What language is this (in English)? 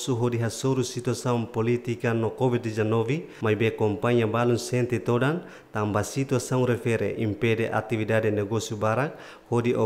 Tetum